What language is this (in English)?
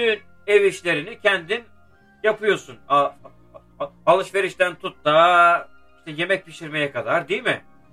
Turkish